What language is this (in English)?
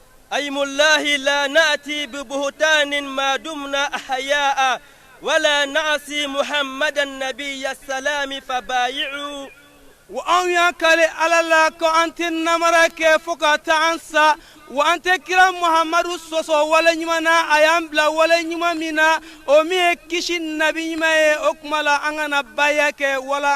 Bambara